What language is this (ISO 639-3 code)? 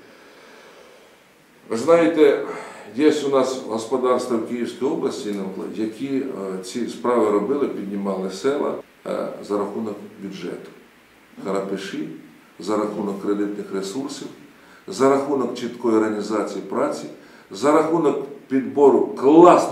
ukr